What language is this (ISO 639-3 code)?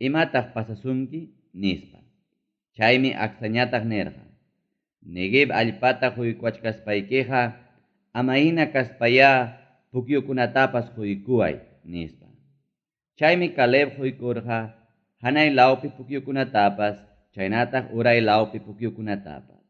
quy